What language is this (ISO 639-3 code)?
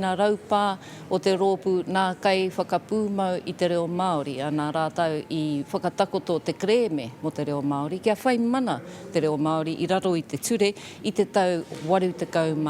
mri